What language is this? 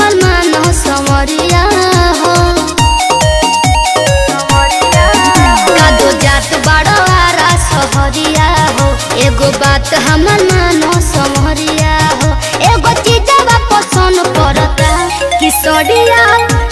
Bhojpuri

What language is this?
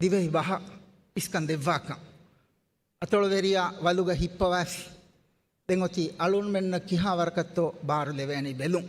Divehi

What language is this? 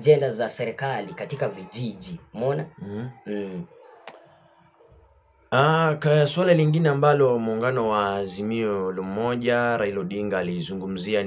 Swahili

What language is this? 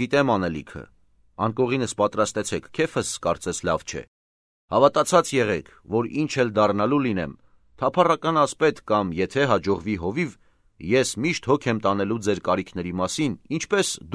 Armenian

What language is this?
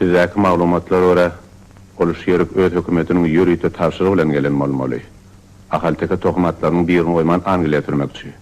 Turkmen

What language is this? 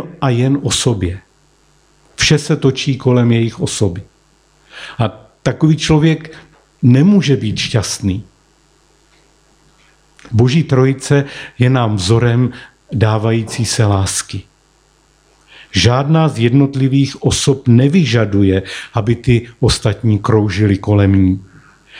Czech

